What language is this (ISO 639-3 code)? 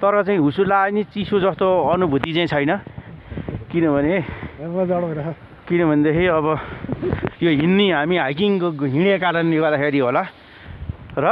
nep